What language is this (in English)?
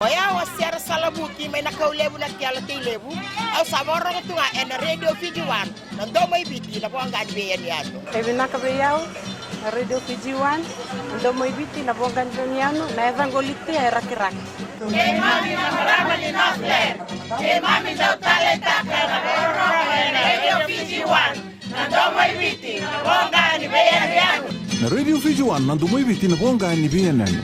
Fijian